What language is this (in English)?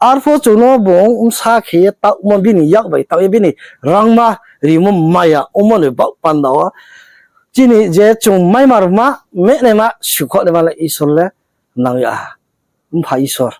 Riang (India)